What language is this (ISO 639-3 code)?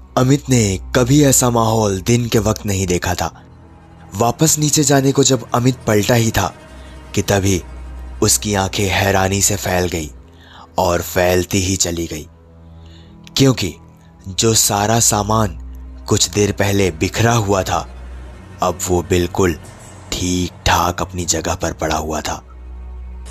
hin